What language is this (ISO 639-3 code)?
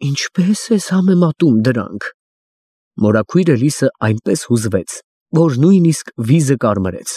hye